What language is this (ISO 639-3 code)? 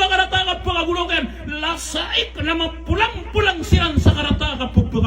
mrw